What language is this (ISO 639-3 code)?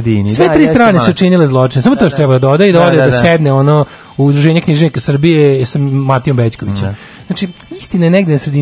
srp